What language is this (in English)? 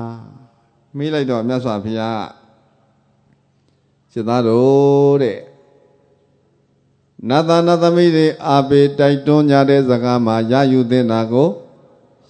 Burmese